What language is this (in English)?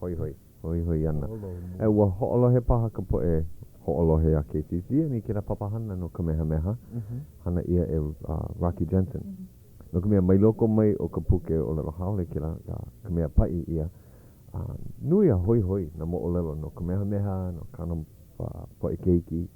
Hawaiian